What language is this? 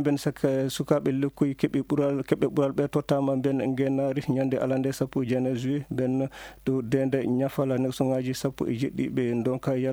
Fula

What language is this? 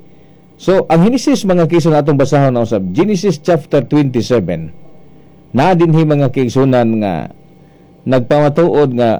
Cebuano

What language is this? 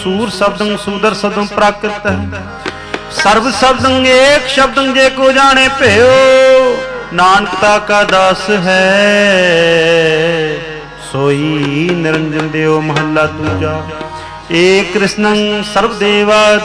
Punjabi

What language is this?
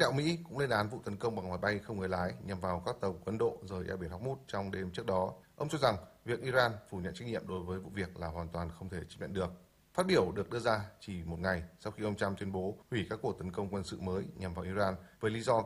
Vietnamese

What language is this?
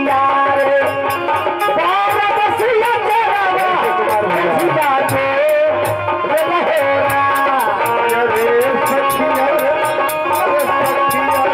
Bhojpuri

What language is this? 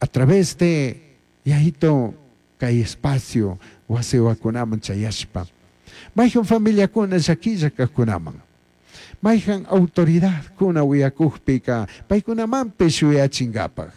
Chimborazo Highland Quichua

